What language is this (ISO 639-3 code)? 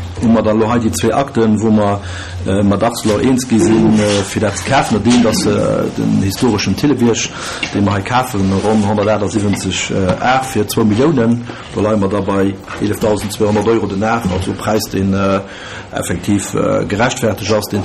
ltz